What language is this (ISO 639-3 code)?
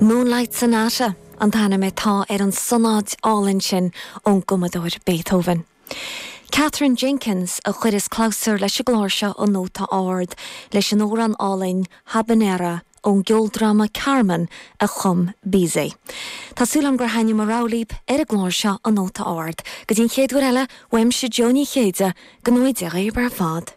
gle